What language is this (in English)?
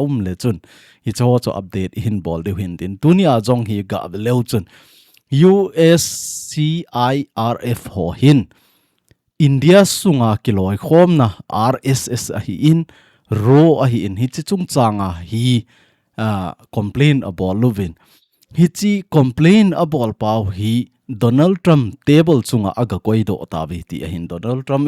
Thado Chin